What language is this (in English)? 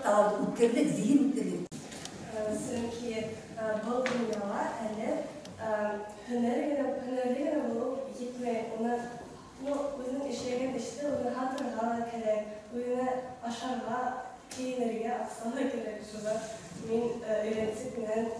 Bashkir